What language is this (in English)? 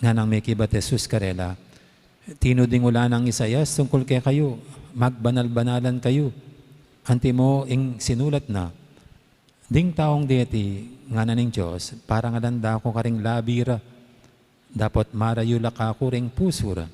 Pampanga